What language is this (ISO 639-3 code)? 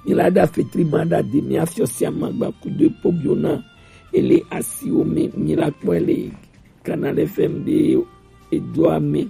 gej